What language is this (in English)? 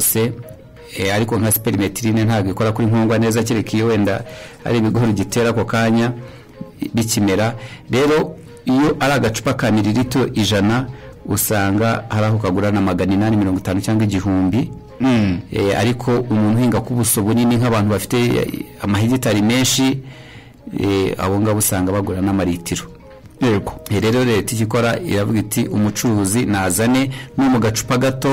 Kinyarwanda